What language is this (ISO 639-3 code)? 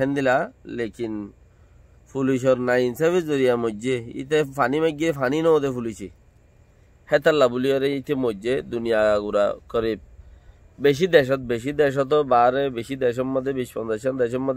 rhg